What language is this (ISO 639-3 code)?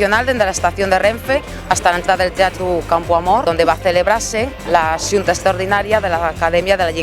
ast